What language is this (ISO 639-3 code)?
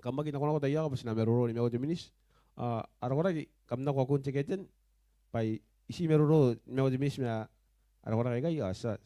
gil